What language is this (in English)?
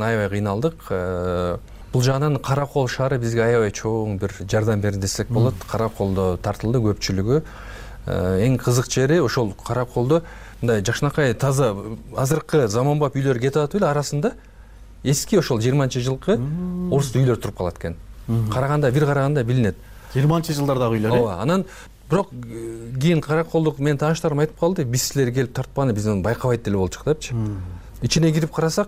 Kyrgyz